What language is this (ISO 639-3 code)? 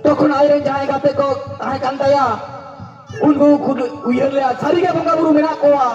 sat